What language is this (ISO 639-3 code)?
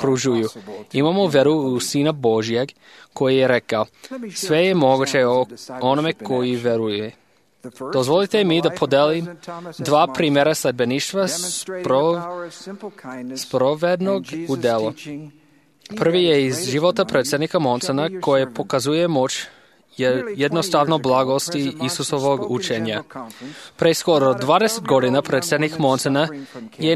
hrv